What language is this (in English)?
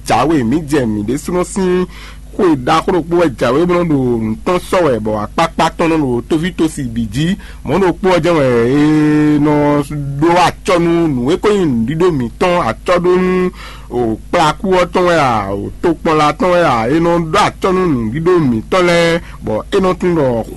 Fon